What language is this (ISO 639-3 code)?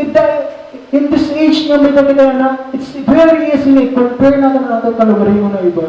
war